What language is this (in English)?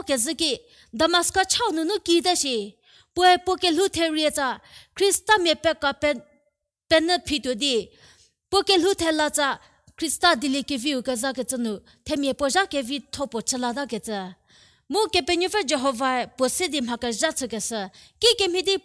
Angami Naga